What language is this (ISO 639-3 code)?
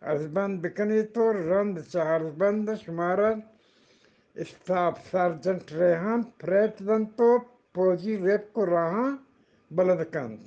bgp